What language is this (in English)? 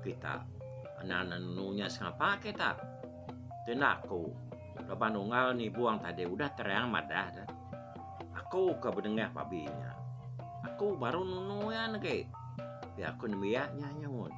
Iban